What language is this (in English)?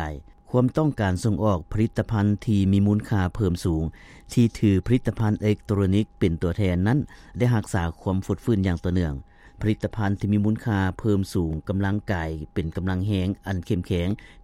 Lao